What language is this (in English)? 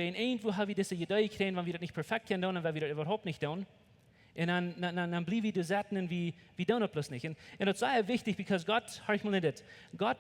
Plautdietsch